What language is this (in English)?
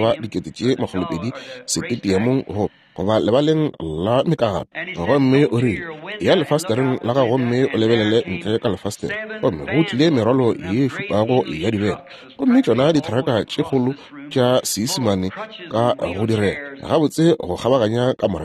Northern Sotho